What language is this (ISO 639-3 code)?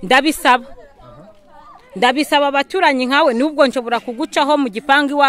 kin